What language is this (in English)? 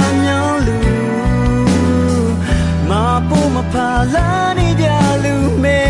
Akha